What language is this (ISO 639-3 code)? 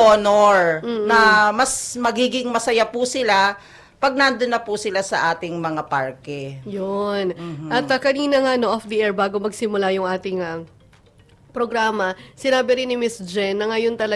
fil